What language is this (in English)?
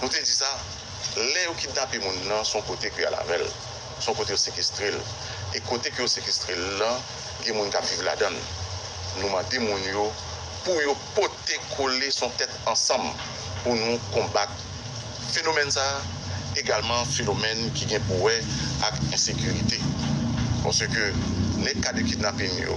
Haitian Creole